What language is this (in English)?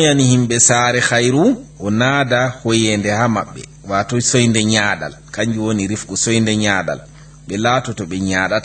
Fula